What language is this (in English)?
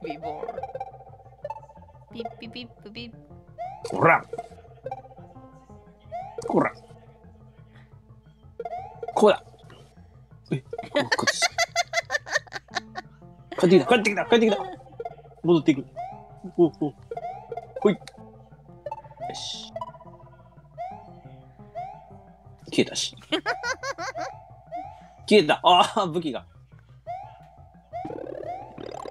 Japanese